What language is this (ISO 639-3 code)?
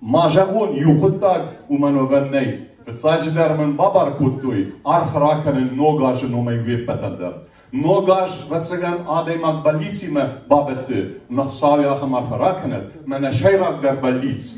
oss